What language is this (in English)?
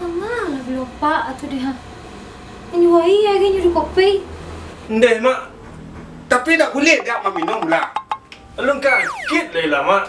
Minangkabau